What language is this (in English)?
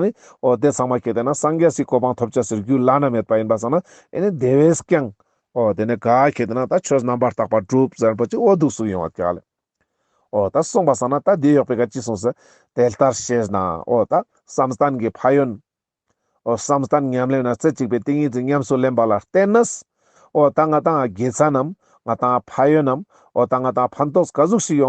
Ladakhi